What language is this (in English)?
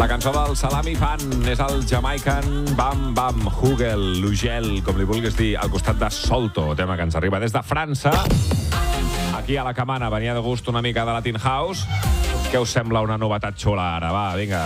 Catalan